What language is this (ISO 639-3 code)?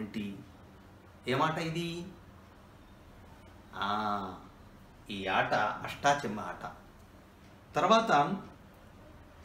tel